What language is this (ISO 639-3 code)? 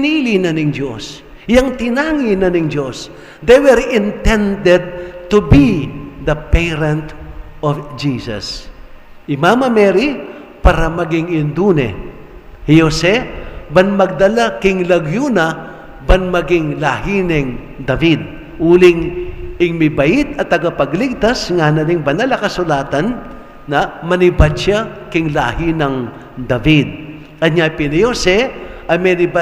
pam